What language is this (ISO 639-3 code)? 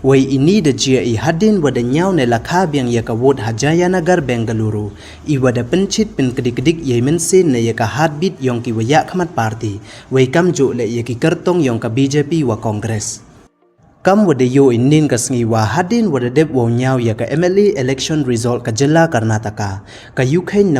pbv